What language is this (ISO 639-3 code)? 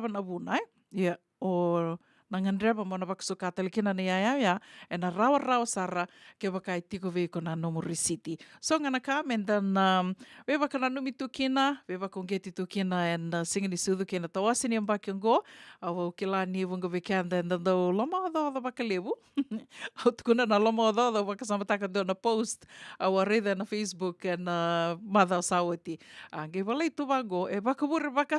fij